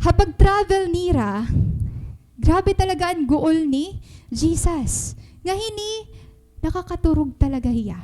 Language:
Waray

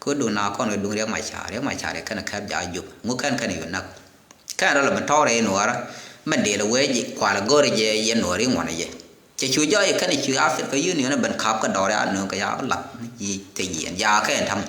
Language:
Nuer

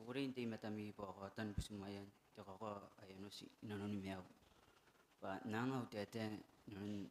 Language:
Gilbertese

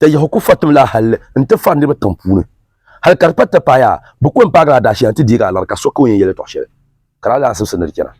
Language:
Dagbani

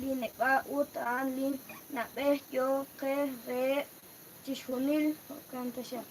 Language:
Kekchí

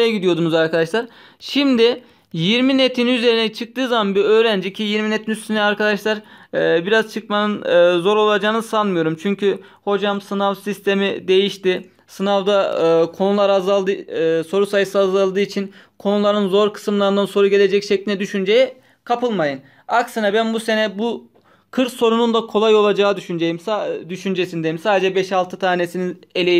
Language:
Turkish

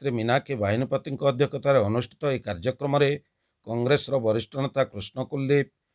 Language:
Odia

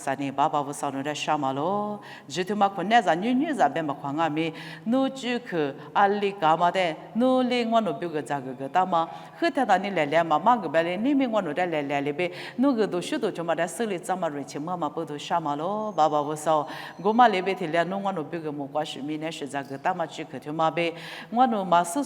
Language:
Lisu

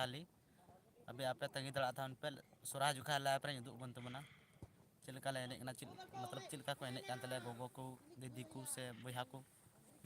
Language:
Santali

